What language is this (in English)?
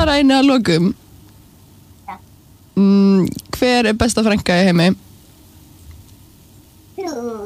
Icelandic